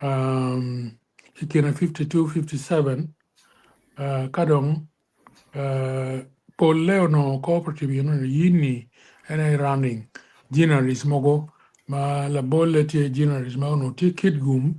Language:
Acoli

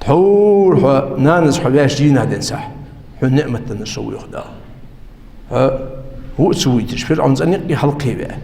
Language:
Ingush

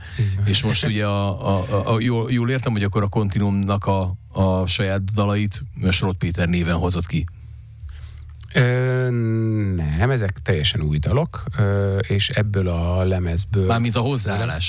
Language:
Hungarian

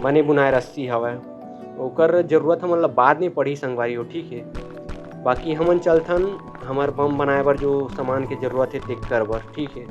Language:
Chhattisgarhi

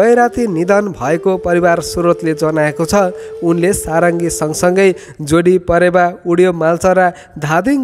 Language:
Nepali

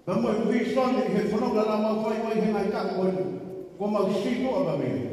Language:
Tongan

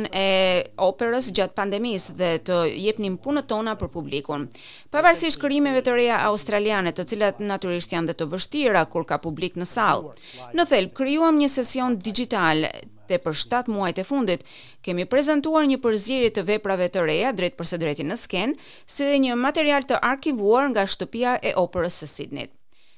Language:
Albanian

